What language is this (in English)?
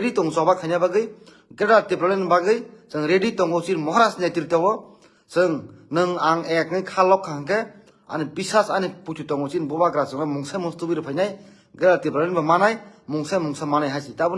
Kok Borok